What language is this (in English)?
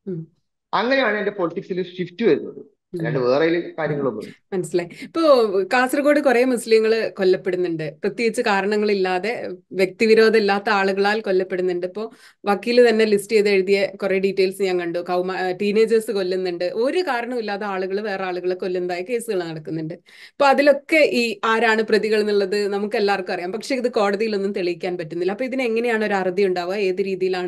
Malayalam